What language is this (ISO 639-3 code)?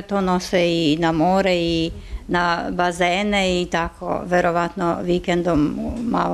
srp